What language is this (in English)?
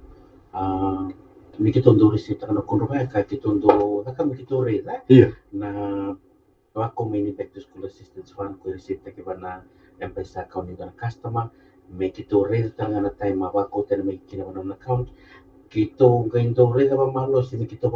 Fijian